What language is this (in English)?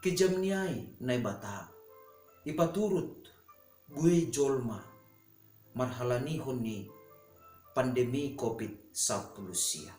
Batak Simalungun